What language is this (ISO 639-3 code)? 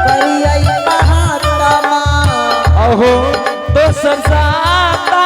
anp